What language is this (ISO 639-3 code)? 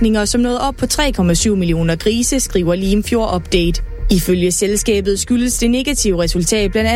dan